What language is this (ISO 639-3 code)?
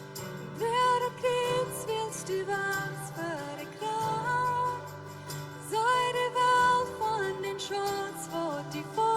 pdt